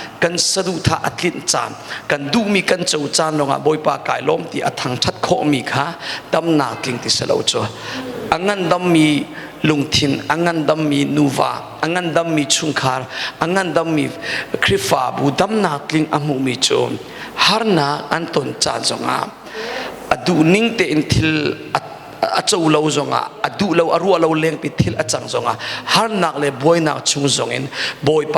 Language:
Hakha Chin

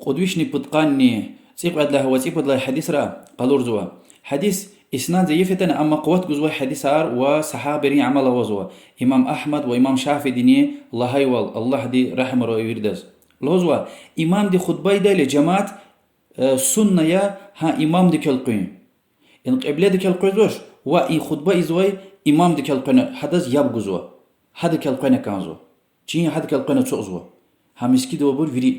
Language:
Lezghian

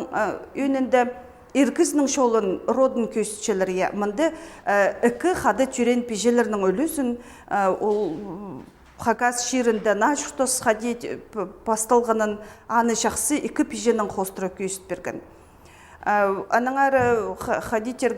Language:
Khakas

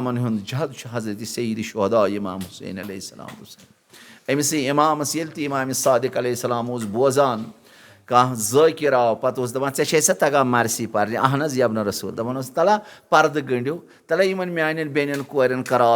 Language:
Kashmiri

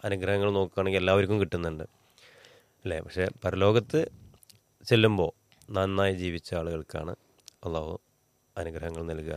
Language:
Malayalam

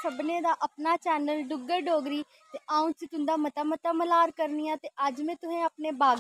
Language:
Dogri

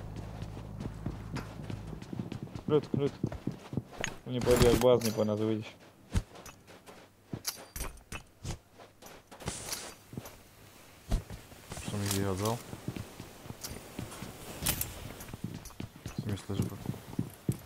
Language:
Slovak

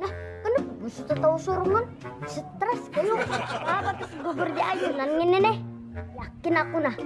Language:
Banjar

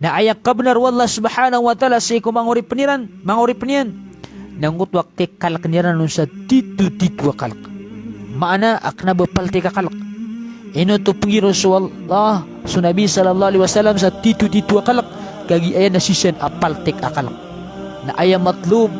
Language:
Maranao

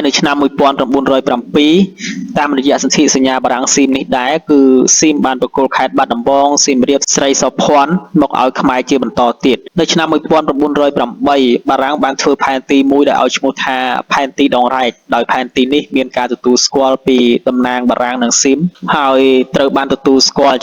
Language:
Khmer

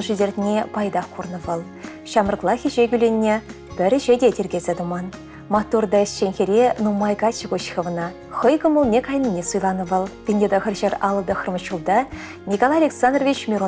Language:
Chuvash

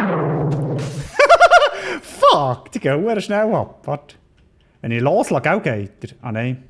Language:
Swiss German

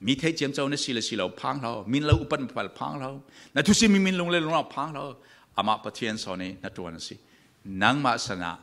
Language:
Falam Chin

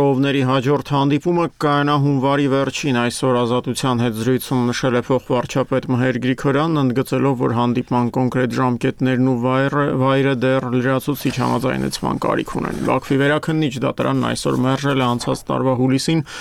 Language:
Armenian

